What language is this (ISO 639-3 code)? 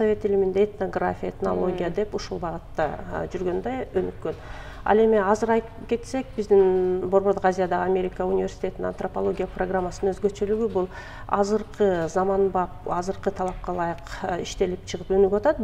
kir